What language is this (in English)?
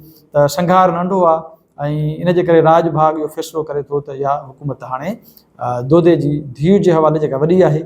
Sindhi